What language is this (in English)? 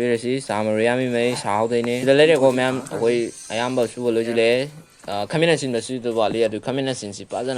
Manipuri